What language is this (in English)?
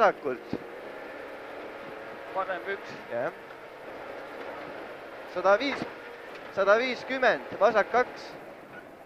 Estonian